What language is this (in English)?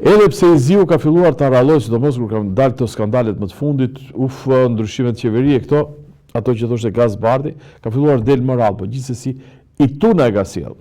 Albanian